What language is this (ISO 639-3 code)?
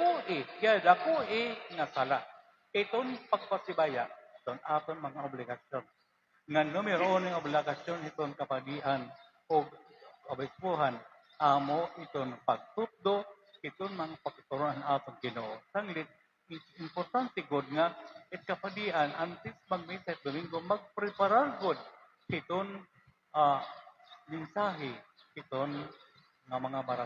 war